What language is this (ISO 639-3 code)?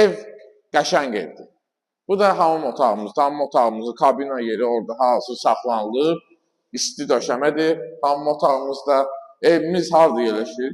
aze